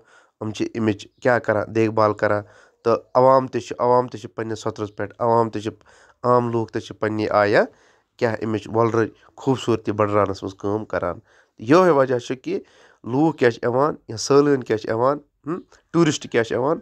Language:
Kashmiri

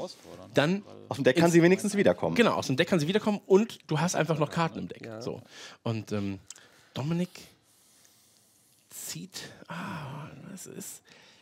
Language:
German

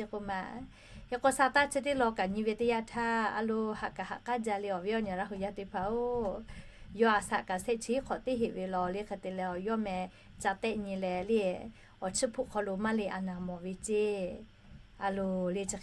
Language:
Lahu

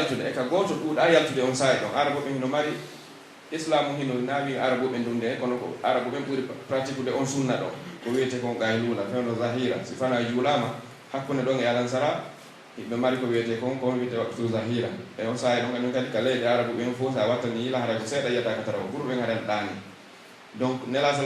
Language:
Pular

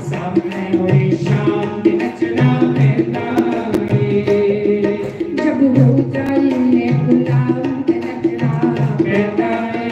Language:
Dogri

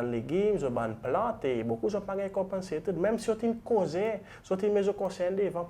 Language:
Seselwa Creole French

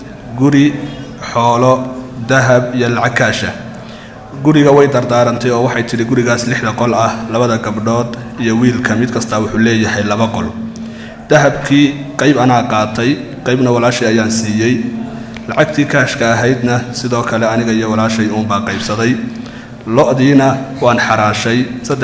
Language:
Somali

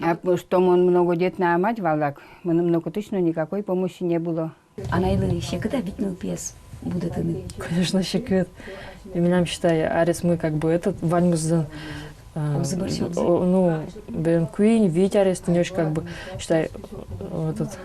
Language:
Udmurt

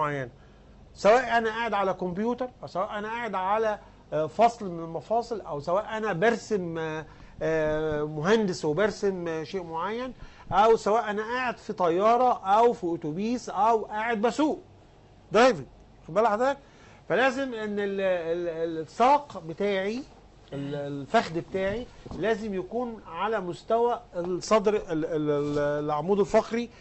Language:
Egyptian Arabic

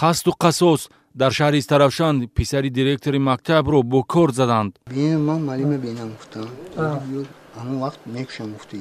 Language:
Tajik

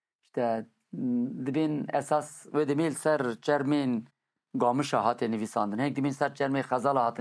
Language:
Kurdish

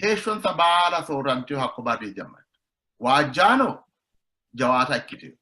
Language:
Sidamo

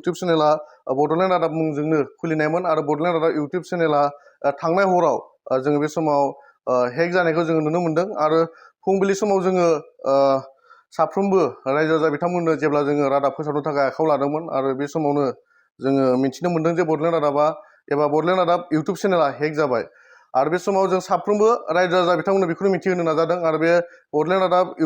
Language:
Bodo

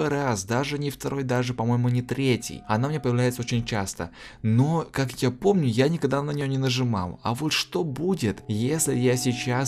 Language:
Russian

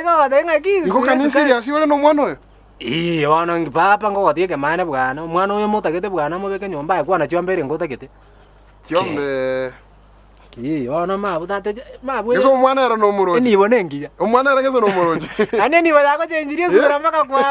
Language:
Gusii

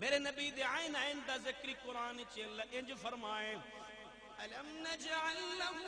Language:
Saraiki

